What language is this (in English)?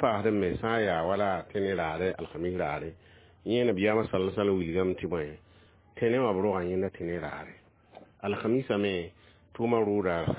Mossi